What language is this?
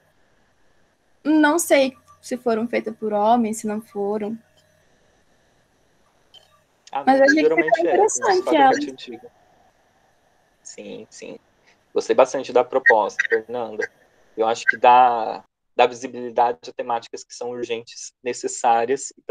Portuguese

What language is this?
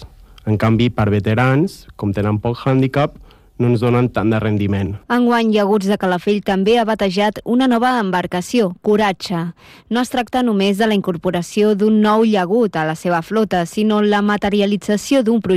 Catalan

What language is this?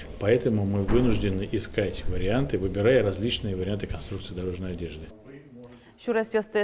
Udmurt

